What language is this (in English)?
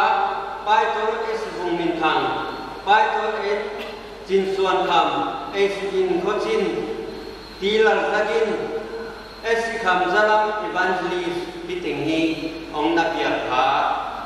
Paite Chin